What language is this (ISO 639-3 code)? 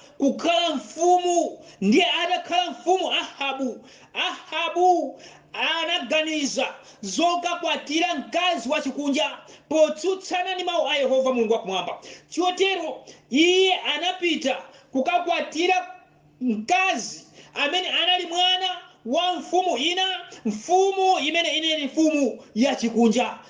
nya